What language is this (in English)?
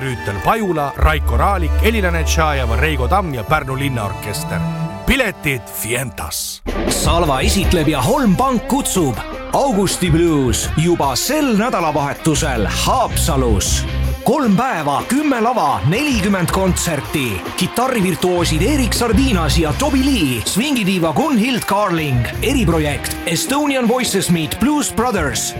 Estonian